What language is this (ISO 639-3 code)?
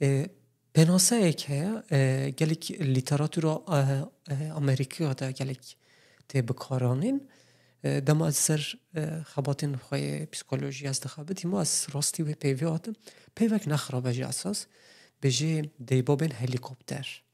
kur